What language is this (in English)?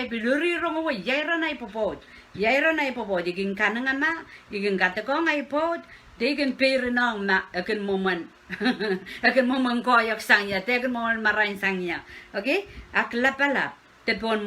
Pohnpeian